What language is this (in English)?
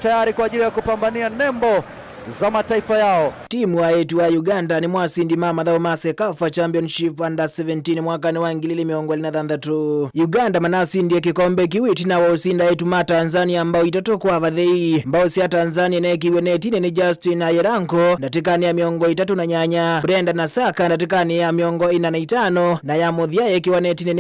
Kamba